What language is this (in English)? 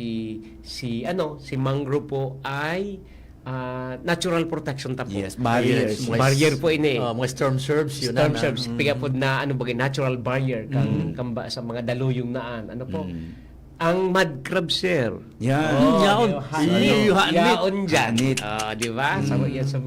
Bikol